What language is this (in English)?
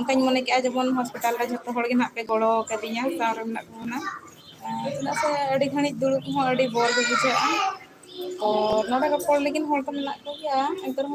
Santali